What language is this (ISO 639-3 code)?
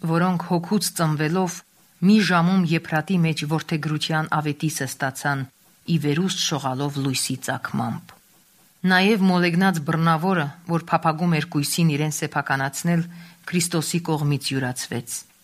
hye